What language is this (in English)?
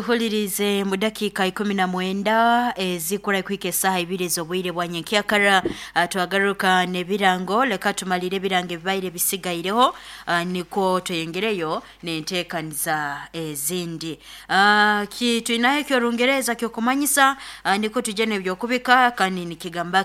Nyoro